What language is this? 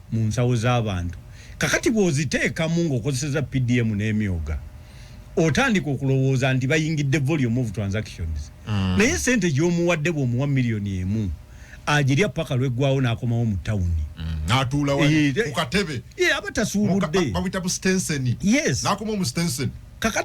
Ganda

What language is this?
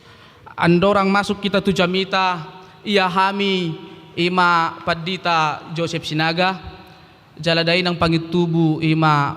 Batak Toba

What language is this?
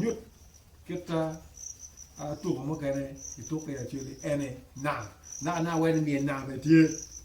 Acoli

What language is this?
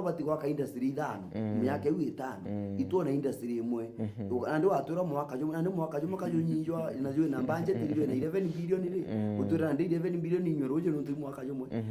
Meru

